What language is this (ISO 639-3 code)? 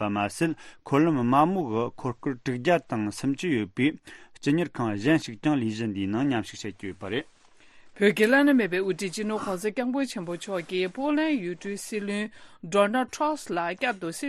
bod